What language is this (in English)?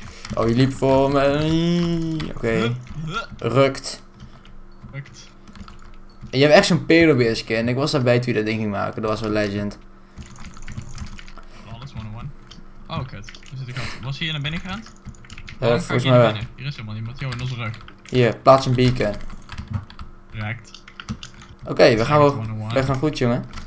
Dutch